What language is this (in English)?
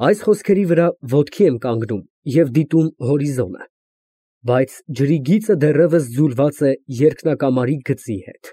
Armenian